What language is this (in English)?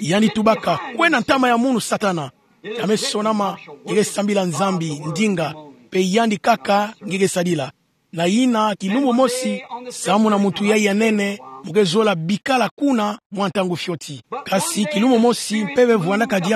Kituba (Democratic Republic of Congo)